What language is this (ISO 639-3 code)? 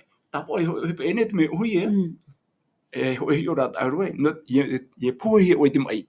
tah